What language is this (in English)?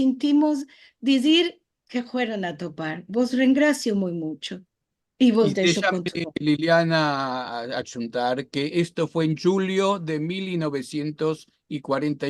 Ladino